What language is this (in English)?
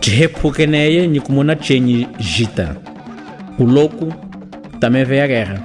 Chokwe